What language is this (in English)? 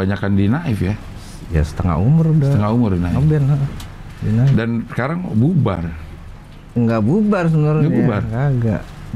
Indonesian